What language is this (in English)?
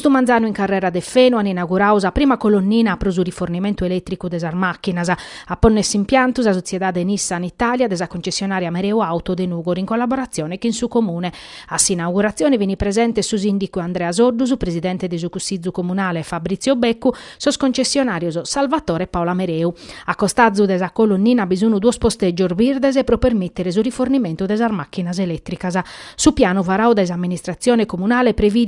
Sardinian